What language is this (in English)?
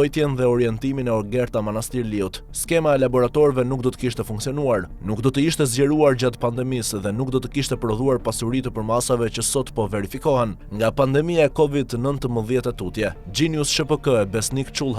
Albanian